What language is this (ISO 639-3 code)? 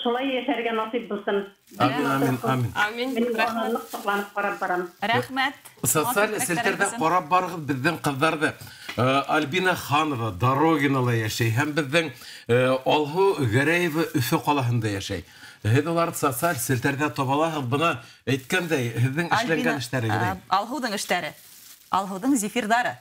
bak